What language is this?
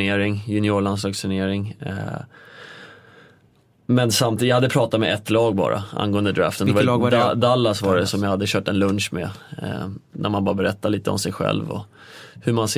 Swedish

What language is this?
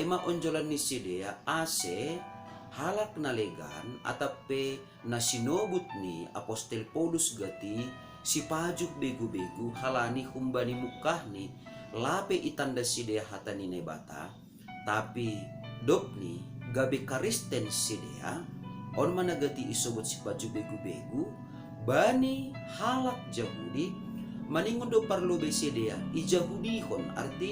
Batak Simalungun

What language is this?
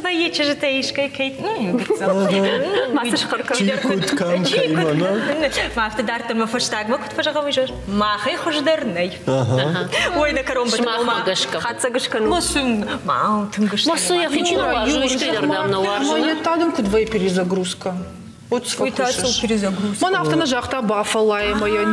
Ossetic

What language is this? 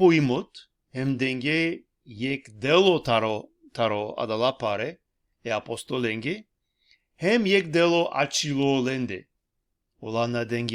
Balkan Romani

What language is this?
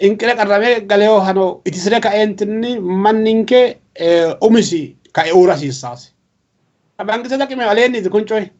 Sidamo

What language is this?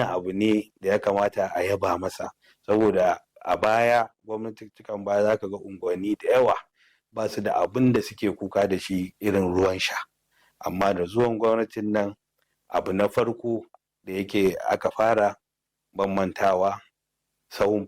Hausa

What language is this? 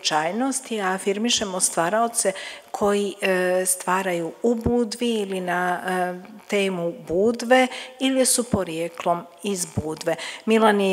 Serbian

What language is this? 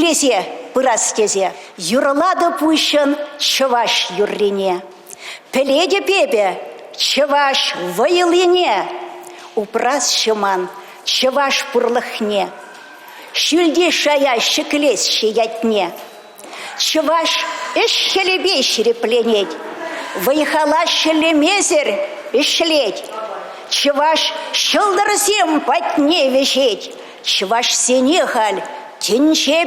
Chuvash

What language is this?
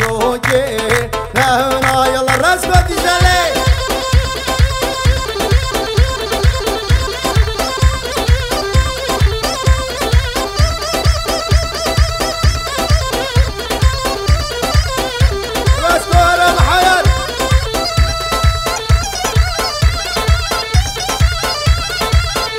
Persian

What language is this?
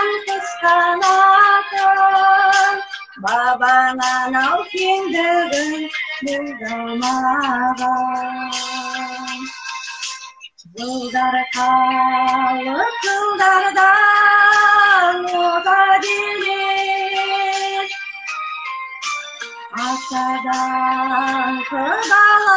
Kazakh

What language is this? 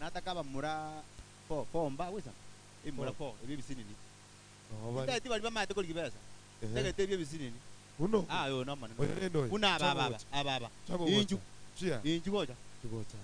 Gusii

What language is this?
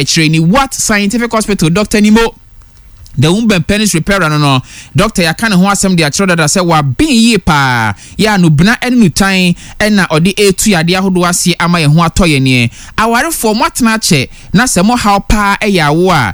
Akan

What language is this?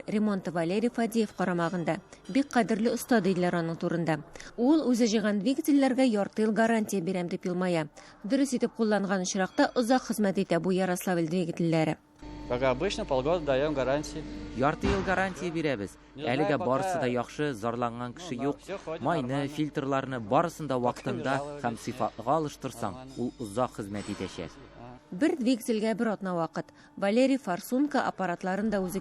Tatar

